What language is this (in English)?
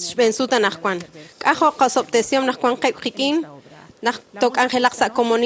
Kekchí